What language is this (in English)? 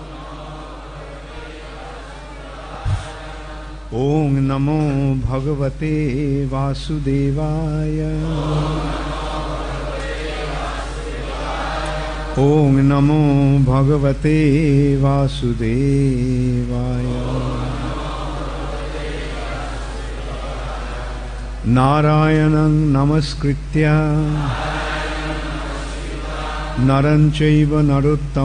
Bangla